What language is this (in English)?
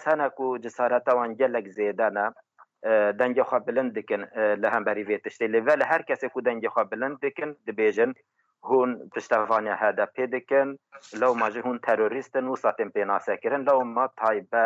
Kurdish